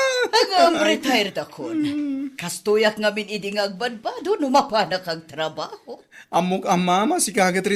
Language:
Iloko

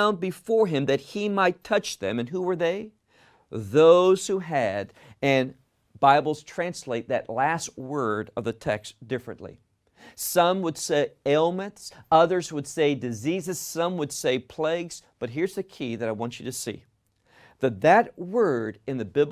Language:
English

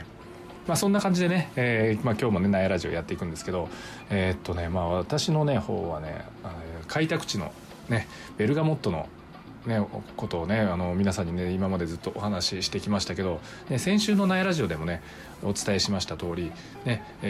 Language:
Japanese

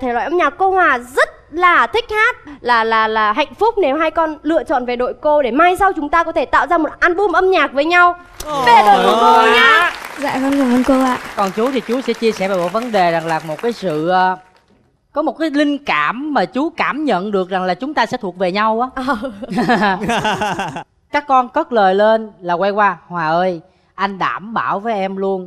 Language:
Vietnamese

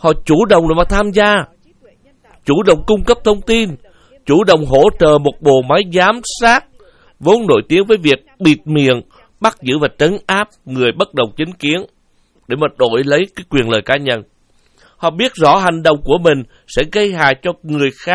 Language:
Vietnamese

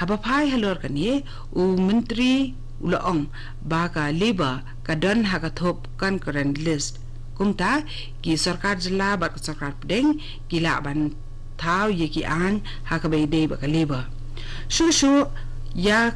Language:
Khasi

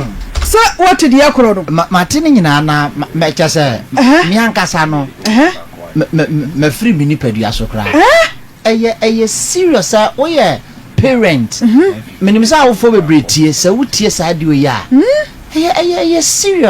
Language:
Akan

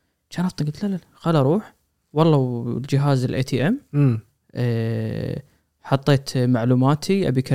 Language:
Gulf Arabic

